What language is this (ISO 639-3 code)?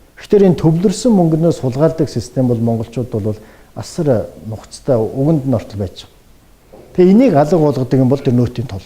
mon